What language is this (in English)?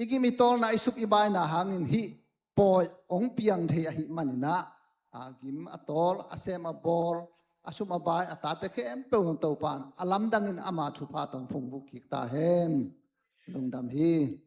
Tedim Chin